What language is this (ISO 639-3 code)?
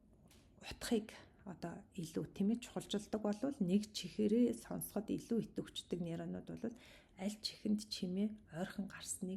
mon